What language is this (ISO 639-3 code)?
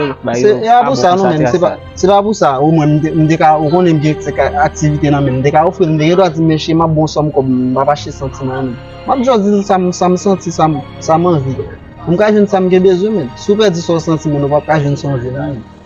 hat